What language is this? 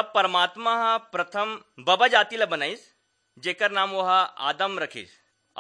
Chhattisgarhi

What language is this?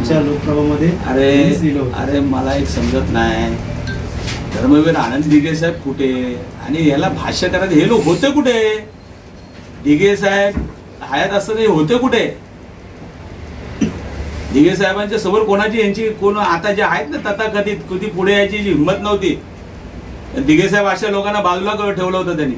Marathi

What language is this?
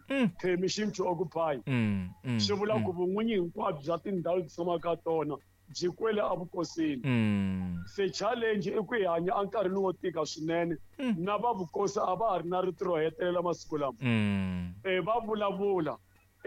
Tsonga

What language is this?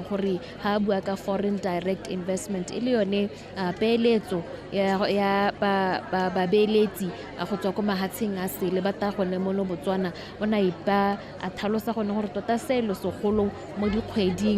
Tswana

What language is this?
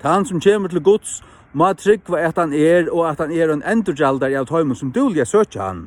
Faroese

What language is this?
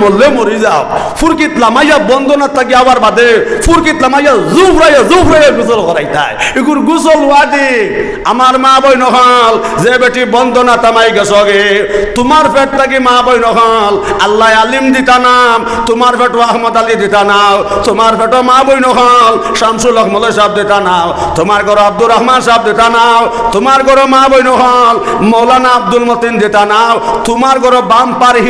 Sylheti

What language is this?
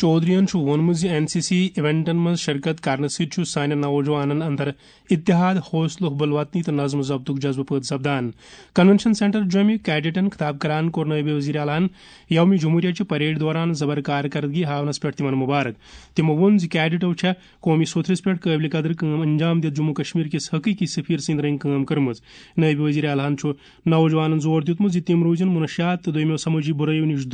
Kashmiri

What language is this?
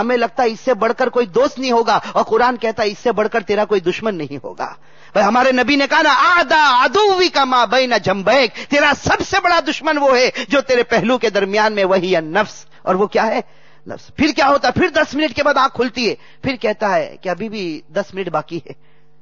Urdu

